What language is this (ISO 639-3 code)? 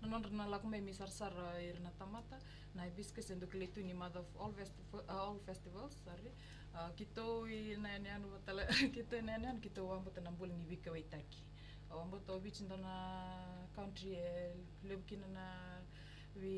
fij